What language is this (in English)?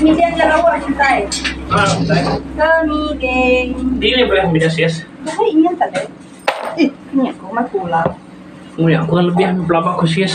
Iban